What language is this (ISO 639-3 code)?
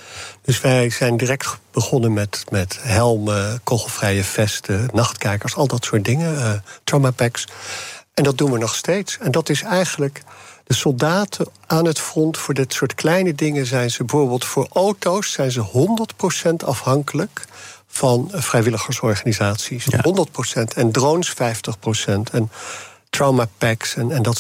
nld